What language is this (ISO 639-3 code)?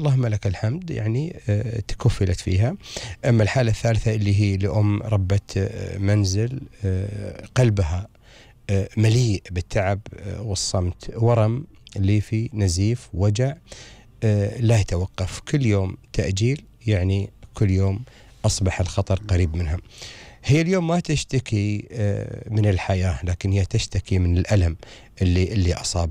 afb